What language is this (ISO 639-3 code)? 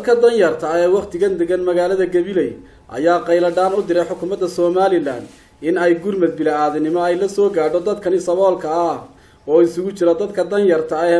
som